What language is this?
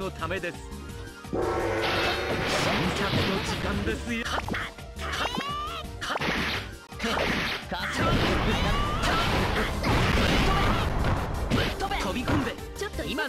Japanese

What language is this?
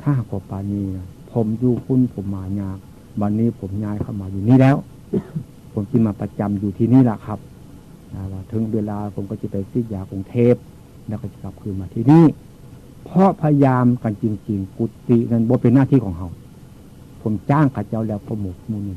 Northeastern Thai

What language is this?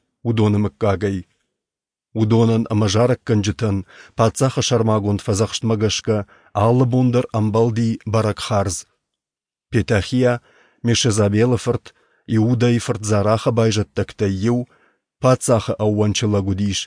Ossetic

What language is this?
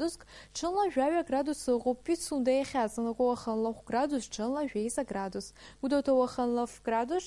Abkhazian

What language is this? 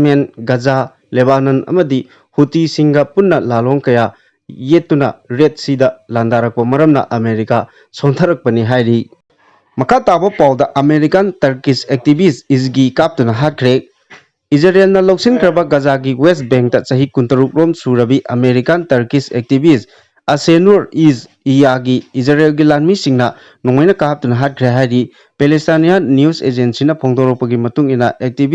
Manipuri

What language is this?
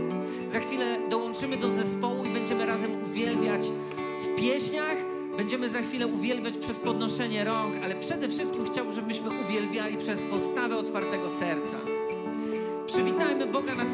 Polish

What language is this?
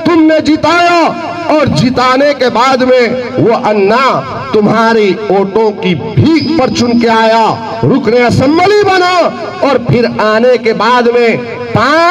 Hindi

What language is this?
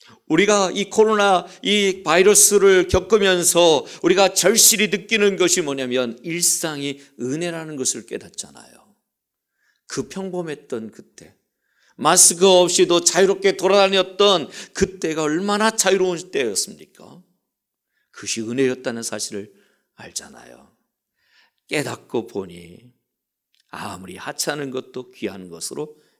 Korean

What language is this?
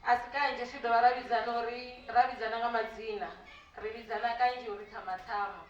Venda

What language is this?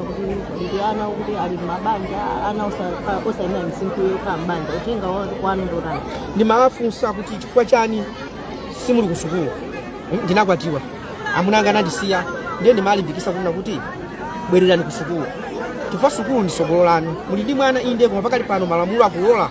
Nyanja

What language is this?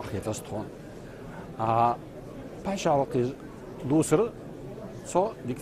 Ingush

